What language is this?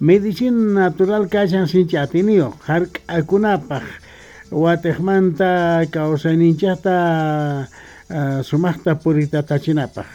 South Bolivian Quechua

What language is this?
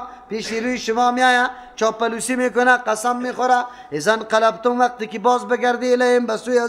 Persian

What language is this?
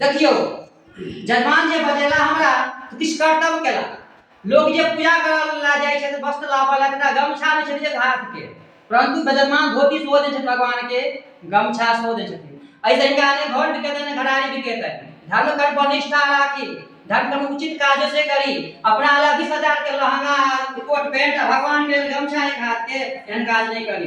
Maithili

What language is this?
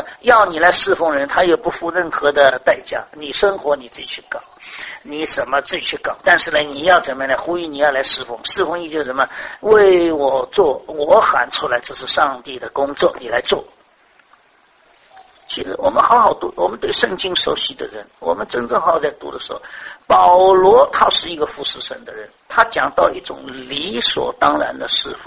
Chinese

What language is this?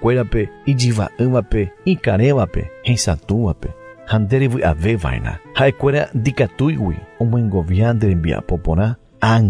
Guarani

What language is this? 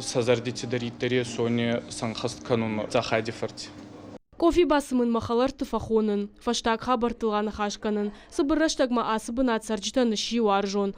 Ossetic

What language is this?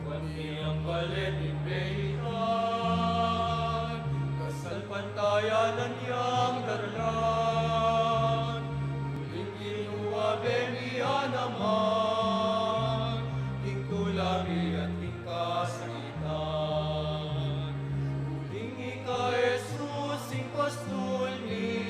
Pampanga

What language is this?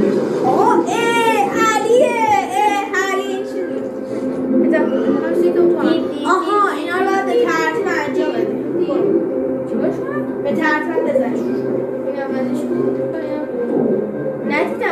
Persian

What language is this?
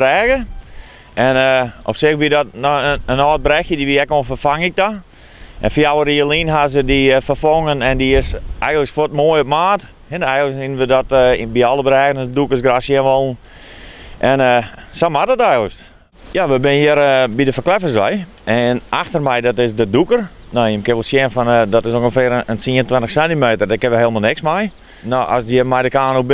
Western Frisian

